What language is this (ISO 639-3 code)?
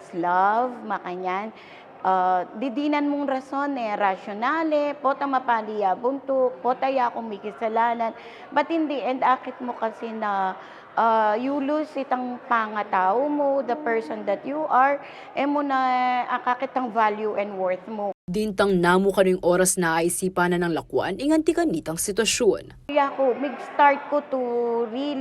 pam